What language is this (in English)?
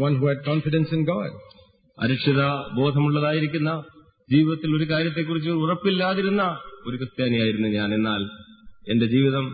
Malayalam